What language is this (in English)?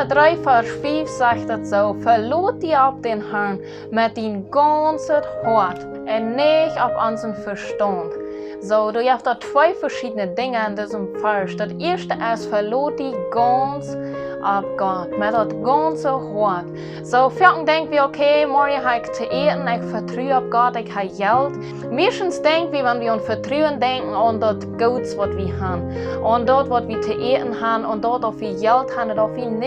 Plautdietsch